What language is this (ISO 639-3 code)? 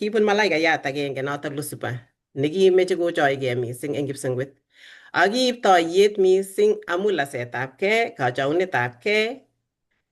kln